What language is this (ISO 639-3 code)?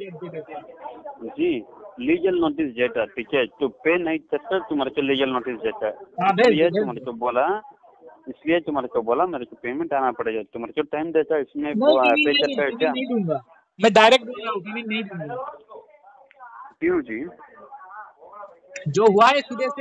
hin